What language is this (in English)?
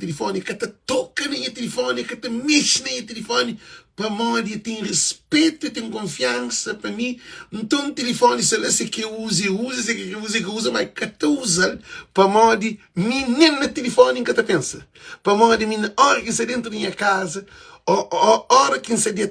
Kabuverdianu